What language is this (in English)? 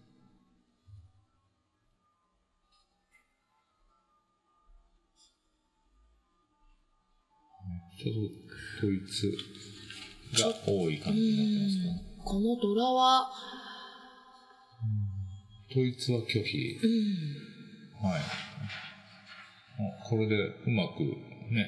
Japanese